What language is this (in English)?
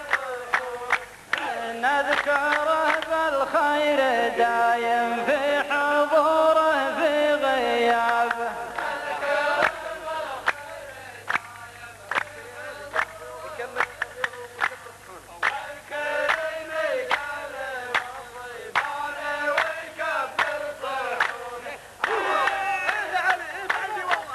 Arabic